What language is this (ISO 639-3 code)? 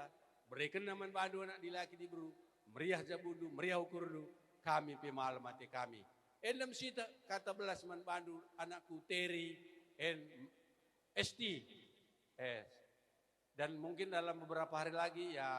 btx